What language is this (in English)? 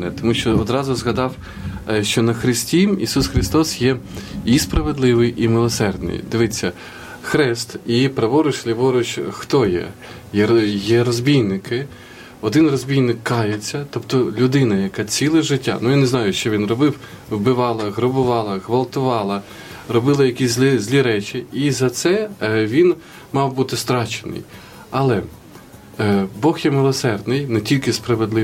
Ukrainian